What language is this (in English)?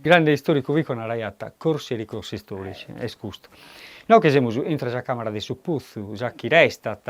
Sardinian